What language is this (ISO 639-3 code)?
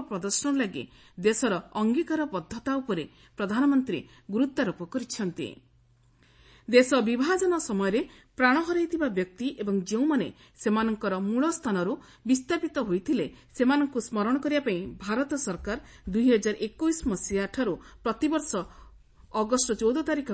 ori